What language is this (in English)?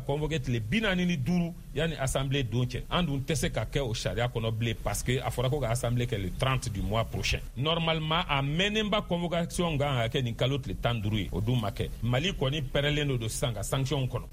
Bambara